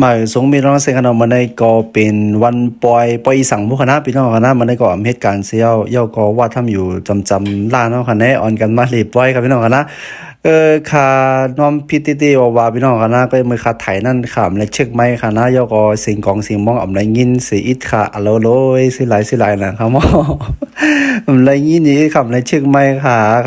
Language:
Shan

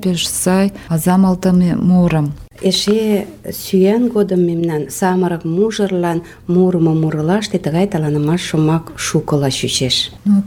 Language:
Mari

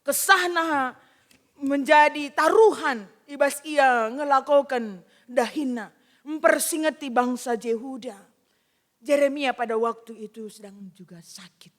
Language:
Batak Karo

